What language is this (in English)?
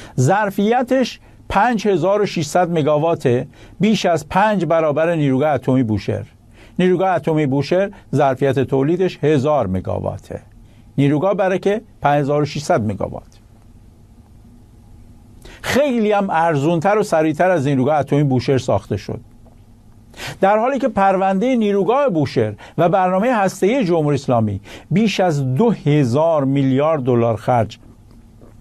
Persian